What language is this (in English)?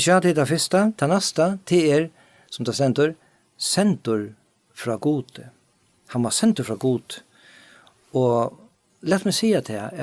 Faroese